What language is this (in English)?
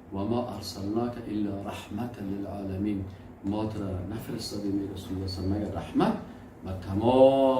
Persian